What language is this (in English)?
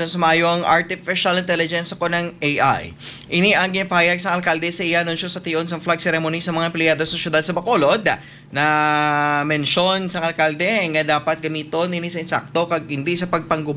Hiligaynon